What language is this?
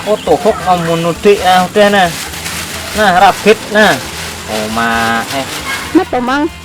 Banjar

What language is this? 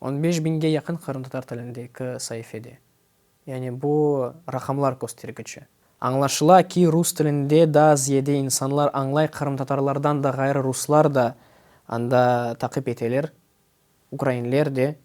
Crimean Tatar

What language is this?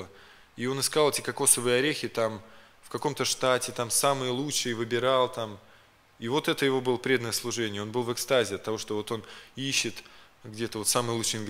Russian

